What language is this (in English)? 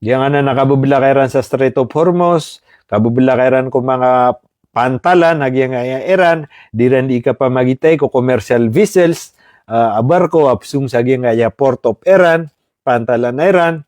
Maranao